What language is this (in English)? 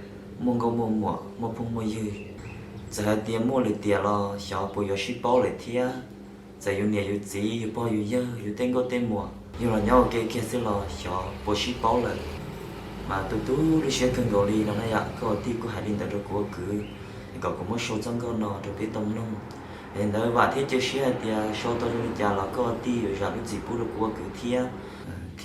Hmong